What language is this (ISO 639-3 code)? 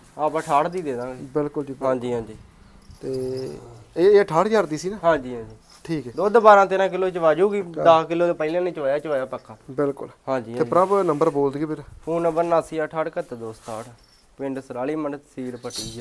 pan